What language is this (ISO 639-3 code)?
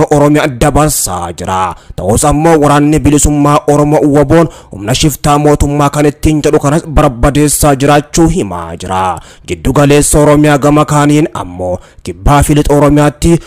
orm